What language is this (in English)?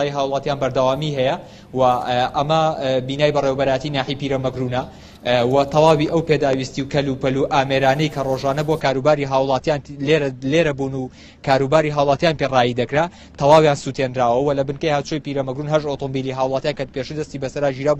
Central Kurdish